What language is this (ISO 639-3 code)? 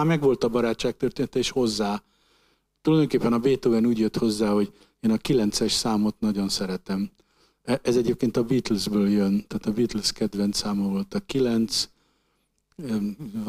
hun